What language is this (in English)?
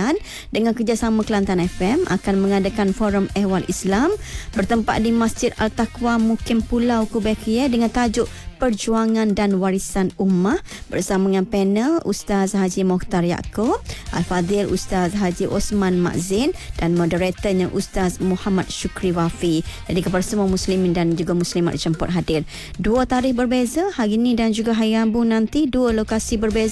Malay